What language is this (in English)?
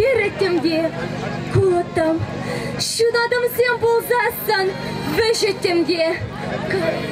Chuvash